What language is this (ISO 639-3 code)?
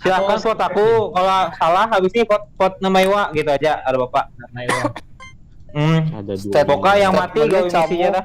bjn